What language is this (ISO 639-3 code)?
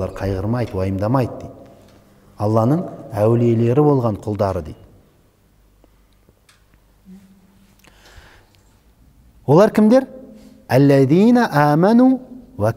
kaz